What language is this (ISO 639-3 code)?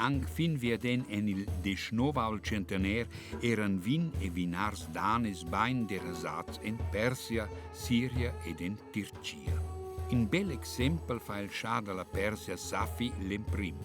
roh